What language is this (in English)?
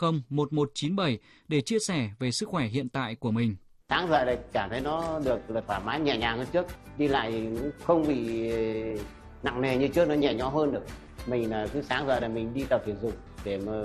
Vietnamese